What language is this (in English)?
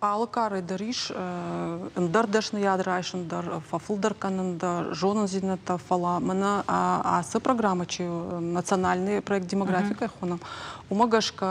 Ossetic